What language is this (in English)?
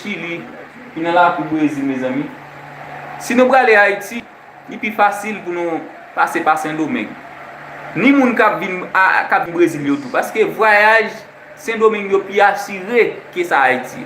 Haitian Creole